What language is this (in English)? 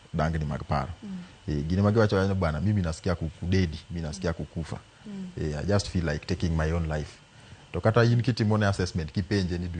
Luo (Kenya and Tanzania)